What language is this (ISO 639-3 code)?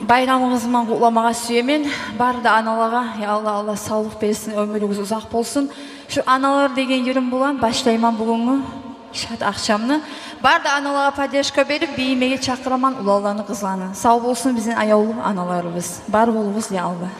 kum